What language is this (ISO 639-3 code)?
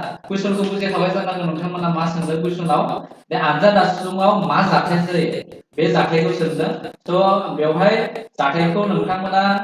brx